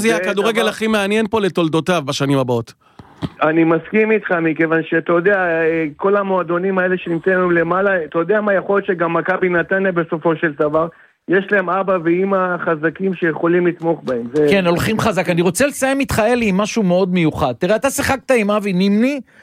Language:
Hebrew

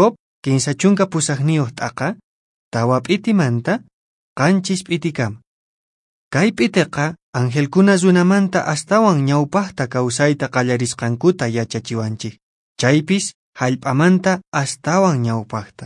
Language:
Quechua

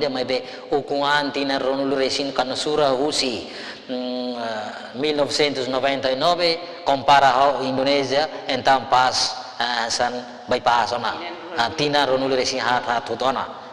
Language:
Tetum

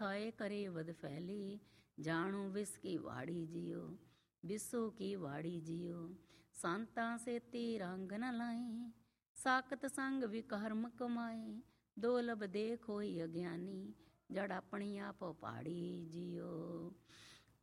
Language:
Punjabi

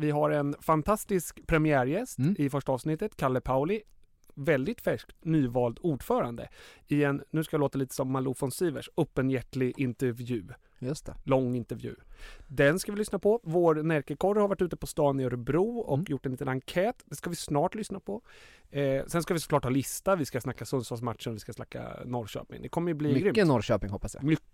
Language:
Swedish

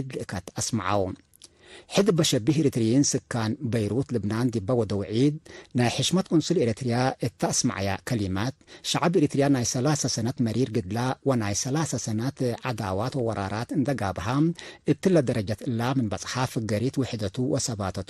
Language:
Tigre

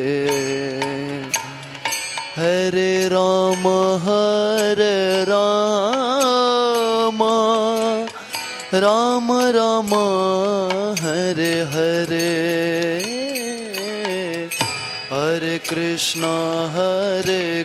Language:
Hindi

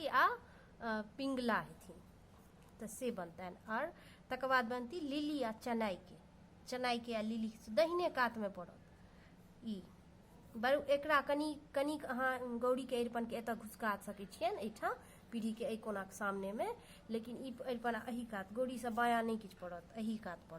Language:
Maithili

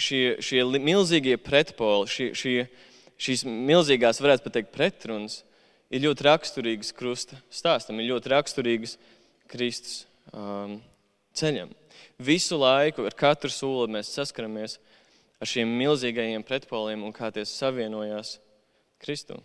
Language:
Latvian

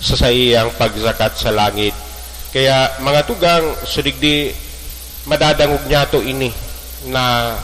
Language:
Bikol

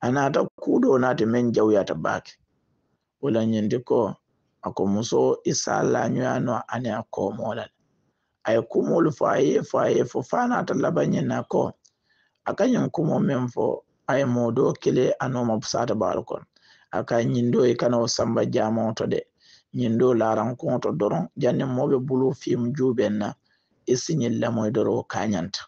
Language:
Hausa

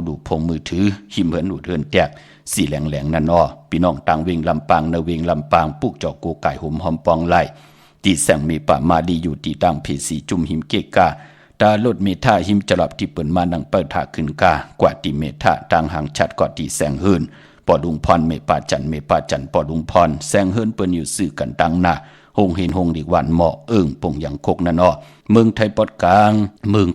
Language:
Shan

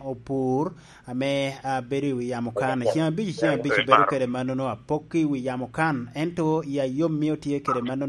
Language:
Lango (Uganda)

